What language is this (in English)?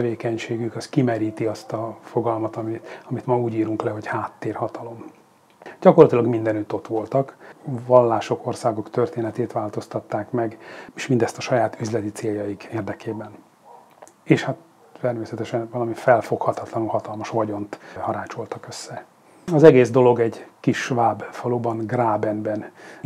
Hungarian